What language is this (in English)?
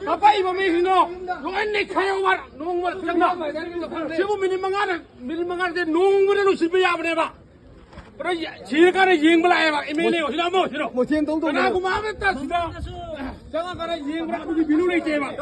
Manipuri